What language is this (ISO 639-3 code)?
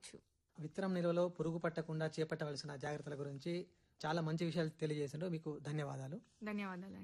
tel